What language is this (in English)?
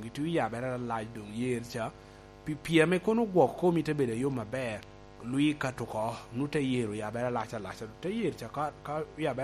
Lango (Uganda)